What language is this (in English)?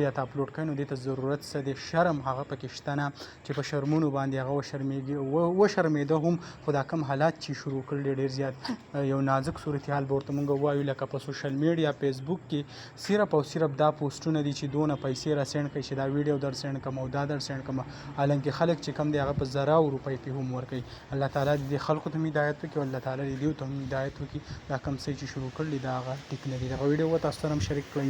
Pashto